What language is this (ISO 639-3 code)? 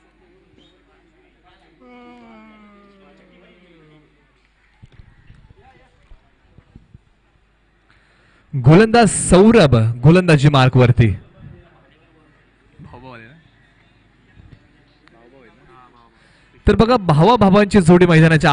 mar